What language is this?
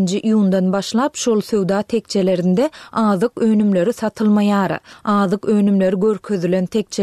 Turkmen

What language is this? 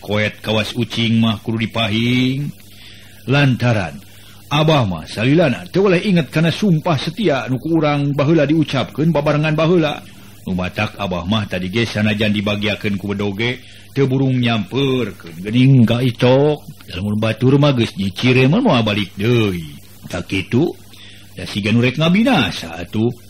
Sundanese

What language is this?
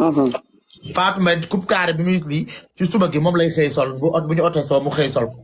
Wolof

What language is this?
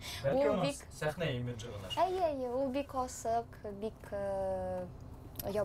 Bashkir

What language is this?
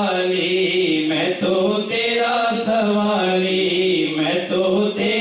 Urdu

